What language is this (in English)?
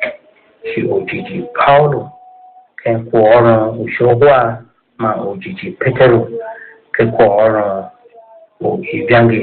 Tiv